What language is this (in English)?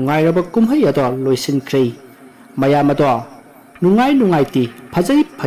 Manipuri